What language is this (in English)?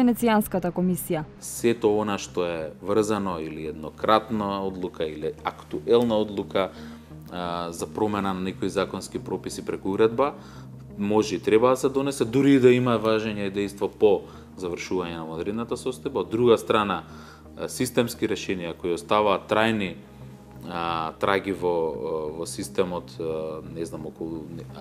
Macedonian